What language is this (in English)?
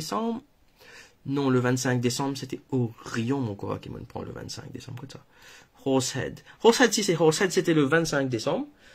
Morisyen